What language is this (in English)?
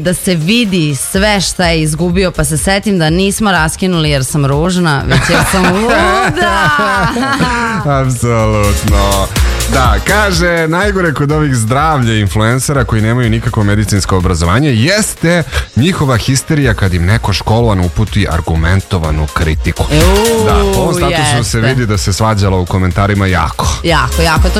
Serbian